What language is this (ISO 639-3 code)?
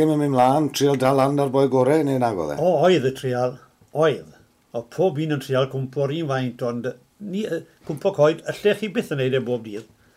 cym